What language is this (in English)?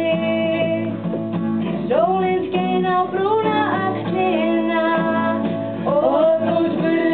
Icelandic